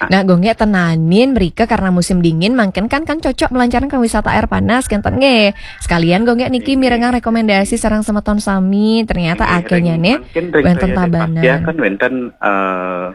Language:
Balinese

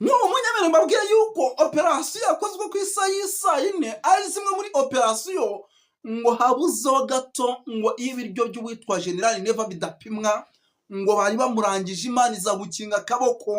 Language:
Kinyarwanda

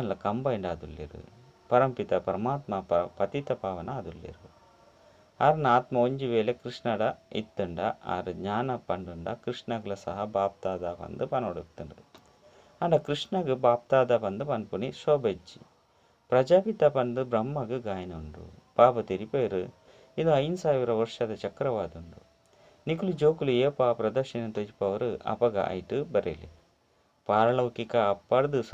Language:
Tulu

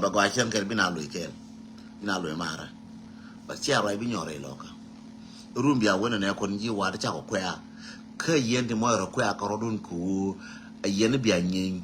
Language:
Nuer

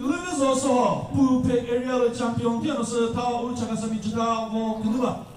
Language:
Chokri Naga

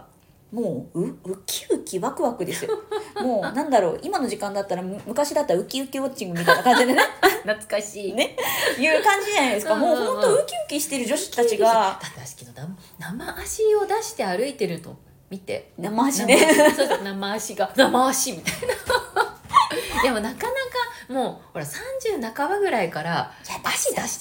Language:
Japanese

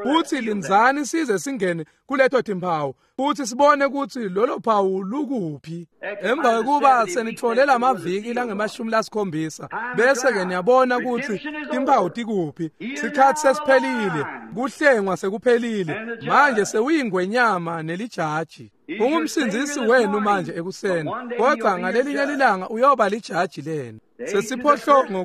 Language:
Swati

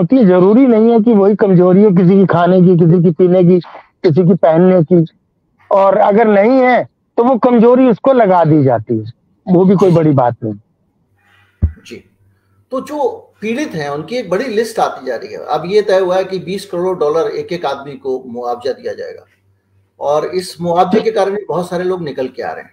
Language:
Hindi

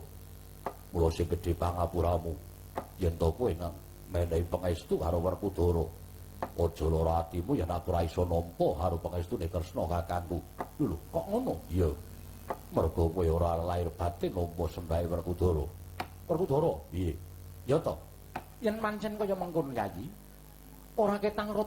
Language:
Javanese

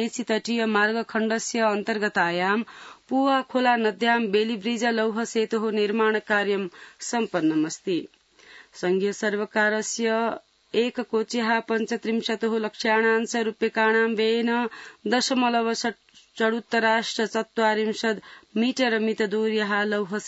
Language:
Sanskrit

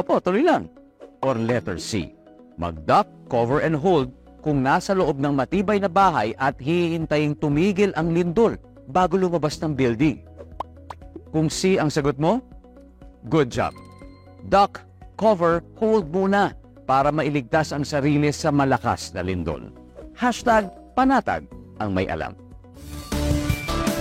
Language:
Filipino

